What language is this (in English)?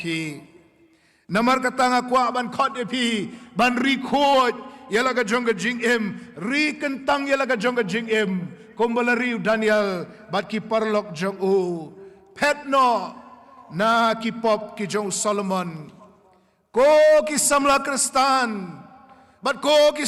Khasi